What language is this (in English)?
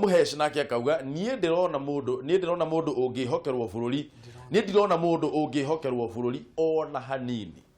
Kikuyu